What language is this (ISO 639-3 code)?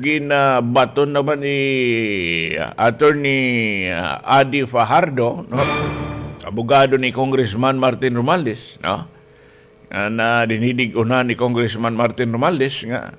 war